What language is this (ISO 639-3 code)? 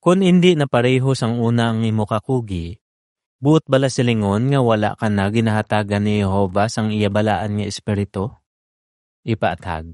hil